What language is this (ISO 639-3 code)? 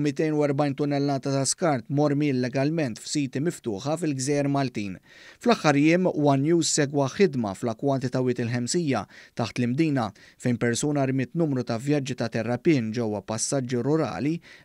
mlt